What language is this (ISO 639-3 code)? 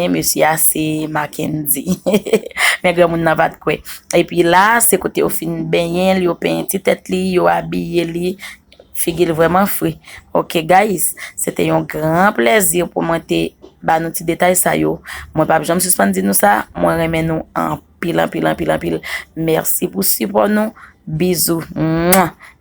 hat